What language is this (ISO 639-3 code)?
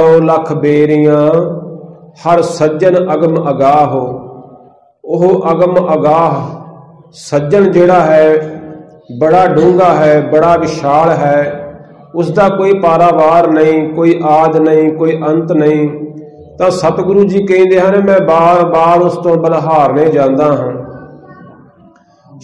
pan